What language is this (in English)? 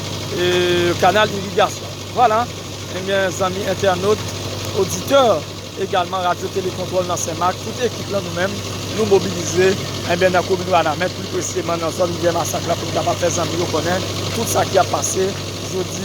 Haitian Creole